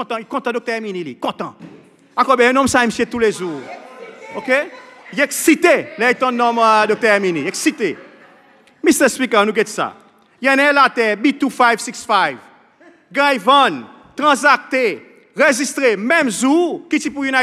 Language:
Seselwa Creole French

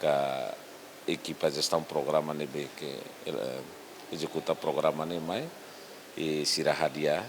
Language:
Tetum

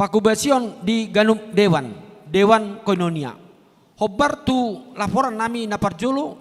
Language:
Batak Toba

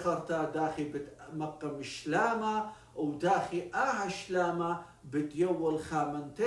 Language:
Assyrian Neo-Aramaic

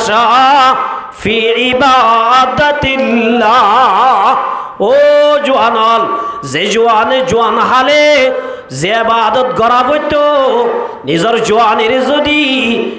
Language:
Rohingya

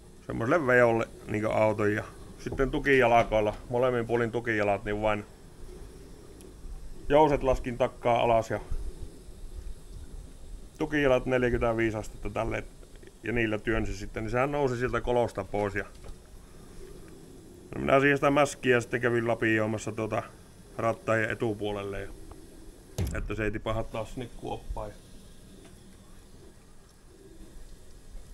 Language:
Finnish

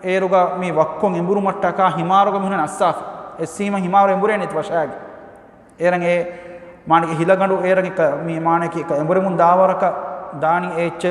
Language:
Divehi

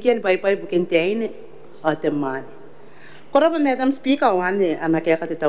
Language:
Gilbertese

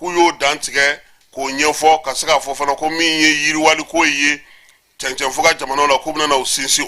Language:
Bambara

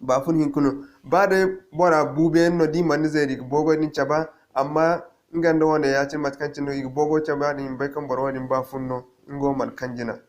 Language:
Zarma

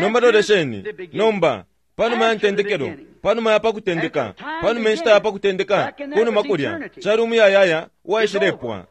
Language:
Bemba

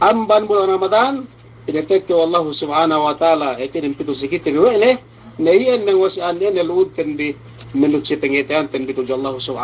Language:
Yakan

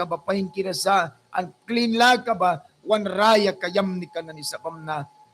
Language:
Mískito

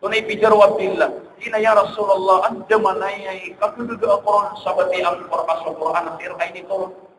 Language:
Maranao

